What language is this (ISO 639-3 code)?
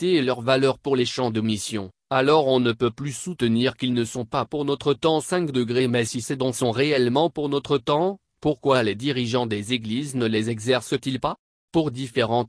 fra